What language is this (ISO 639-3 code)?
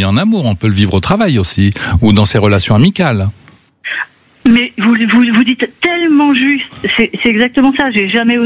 fra